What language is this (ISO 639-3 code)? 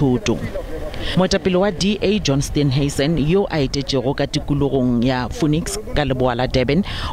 nso